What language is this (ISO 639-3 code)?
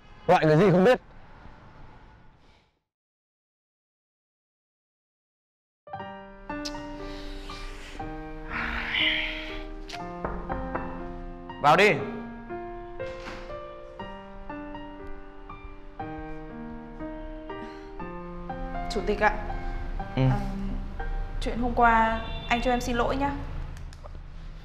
vie